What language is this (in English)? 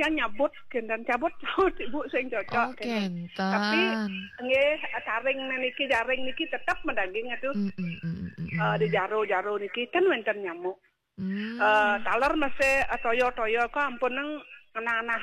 Balinese